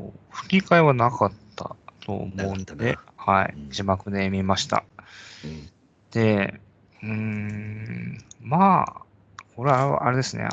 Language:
Japanese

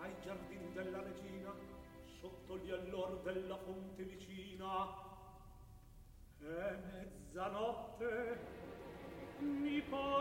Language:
Italian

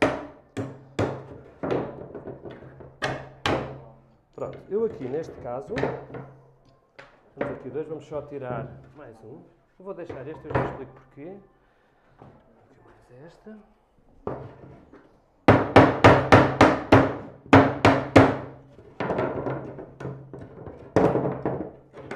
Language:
Portuguese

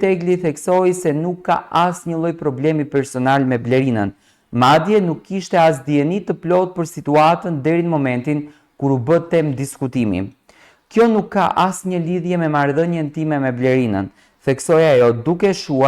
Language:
Albanian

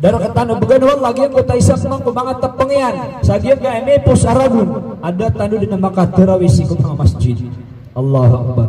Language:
Maranao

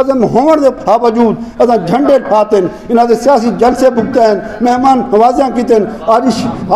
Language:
Saraiki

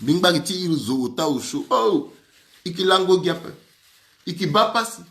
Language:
Sango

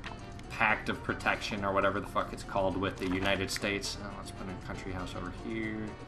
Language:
English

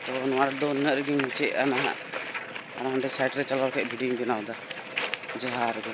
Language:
Santali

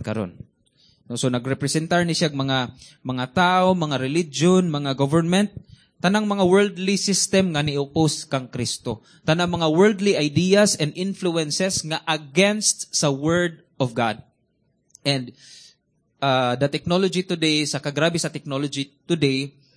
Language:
Cebuano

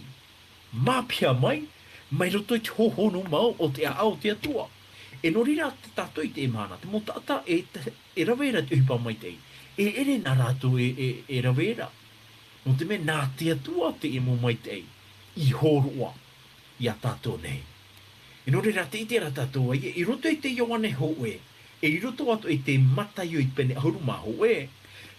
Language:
Tahitian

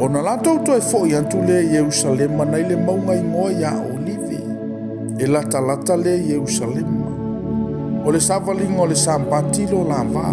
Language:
Samoan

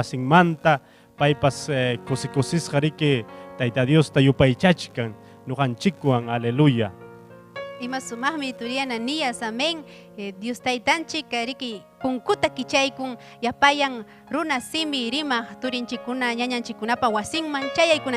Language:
Ayacucho Quechua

